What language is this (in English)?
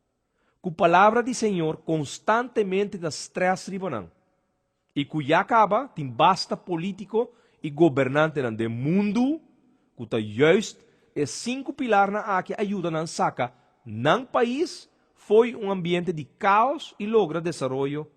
Papiamento